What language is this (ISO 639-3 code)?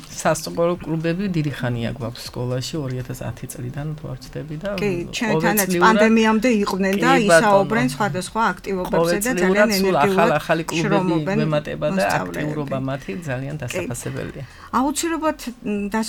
kat